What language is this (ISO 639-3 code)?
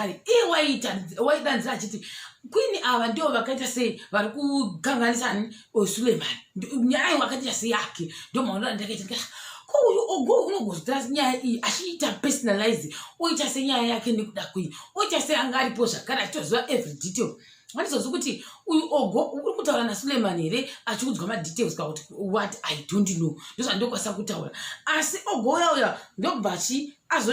sna